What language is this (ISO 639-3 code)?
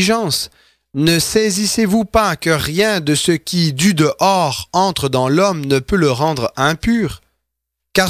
fra